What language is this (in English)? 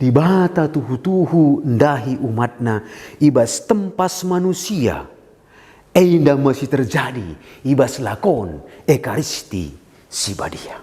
Batak Karo